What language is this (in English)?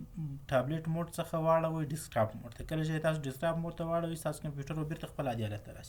Pashto